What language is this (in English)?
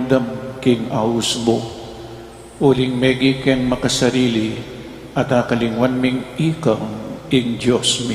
Pampanga